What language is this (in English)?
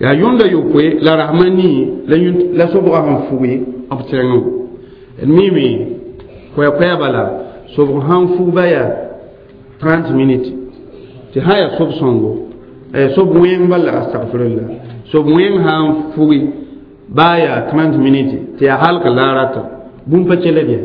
Mossi